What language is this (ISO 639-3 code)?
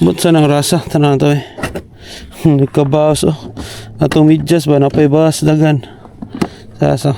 ceb